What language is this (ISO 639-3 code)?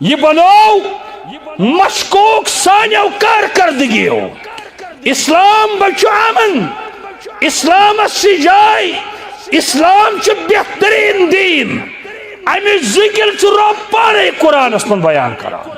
kas